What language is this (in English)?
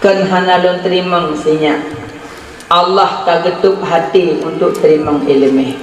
Achinese